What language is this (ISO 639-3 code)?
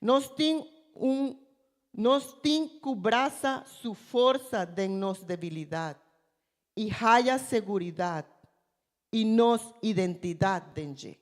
pap